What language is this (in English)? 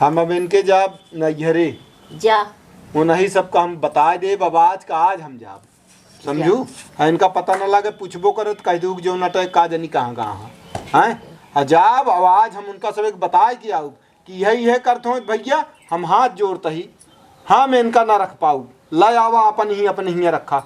Awadhi